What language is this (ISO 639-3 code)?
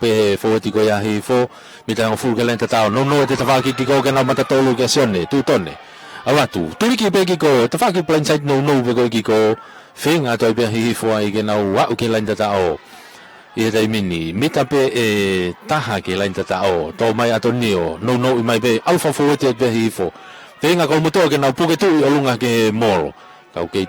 ton